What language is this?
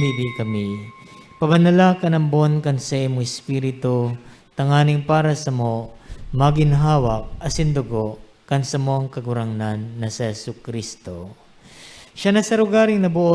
Bikol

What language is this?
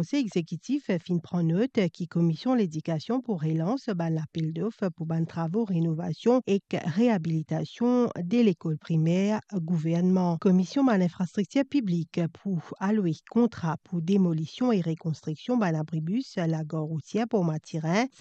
Morisyen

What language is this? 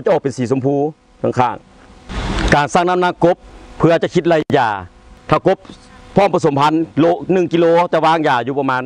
Lao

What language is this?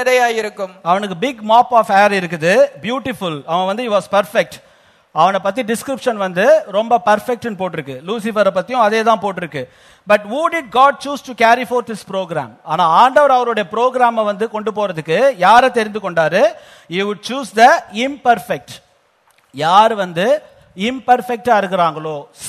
Tamil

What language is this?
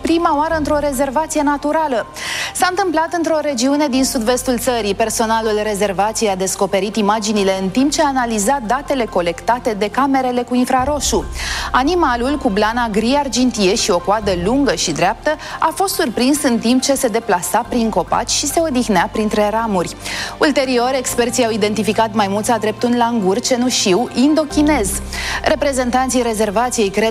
Romanian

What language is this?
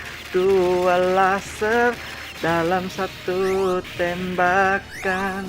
Banjar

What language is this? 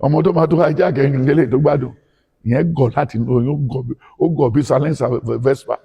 Yoruba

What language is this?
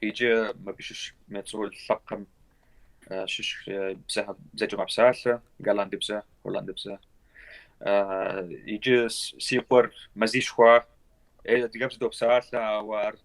Kabardian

